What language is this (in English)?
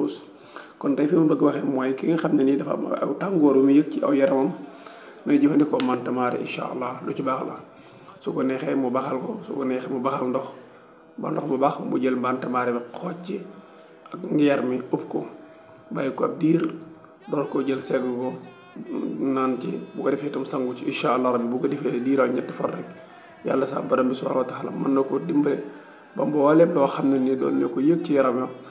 Wolof